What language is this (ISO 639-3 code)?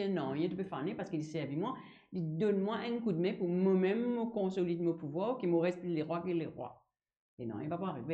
mfe